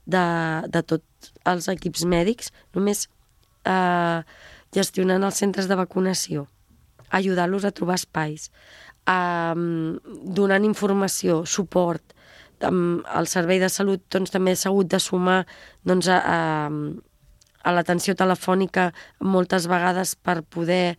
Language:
Catalan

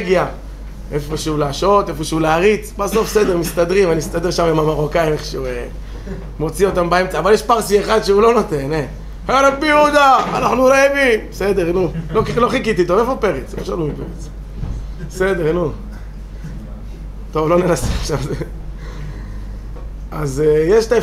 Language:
Hebrew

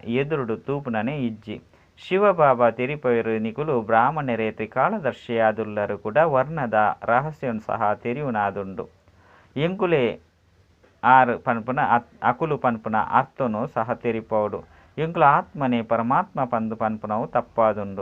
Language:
Tulu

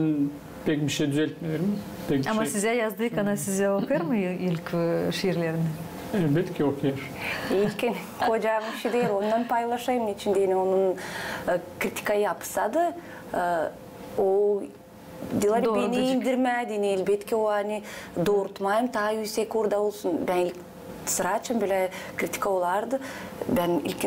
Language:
Gagauz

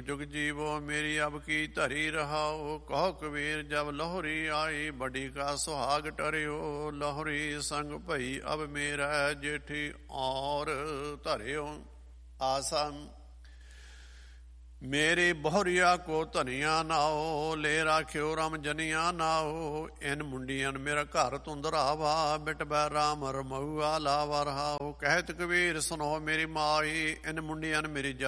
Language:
Punjabi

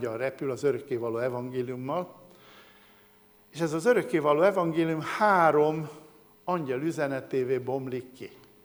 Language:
Hungarian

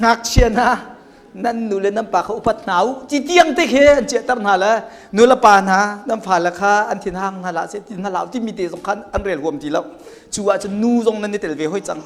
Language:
Hakha Chin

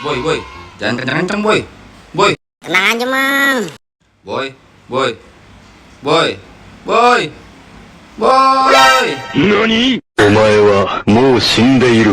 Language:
Betawi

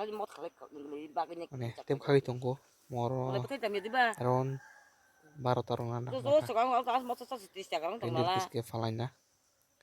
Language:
Kok Borok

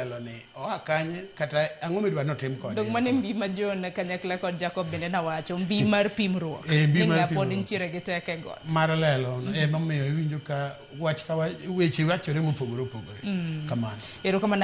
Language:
Luo (Kenya and Tanzania)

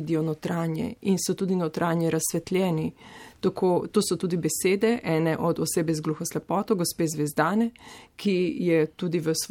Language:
Slovenian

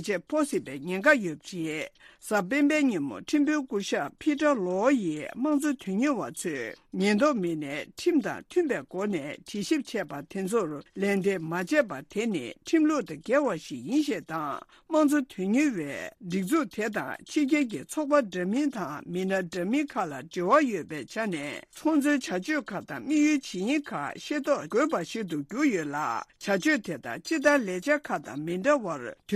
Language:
Tibetan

